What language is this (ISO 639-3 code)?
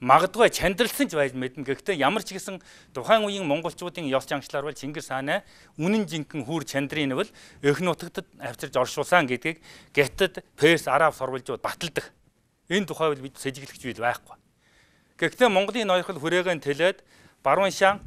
mon